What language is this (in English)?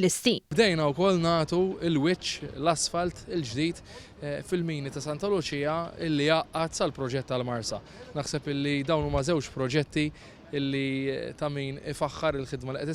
Maltese